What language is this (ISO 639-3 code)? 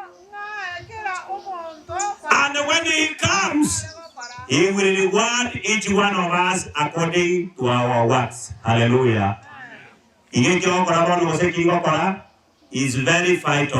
guz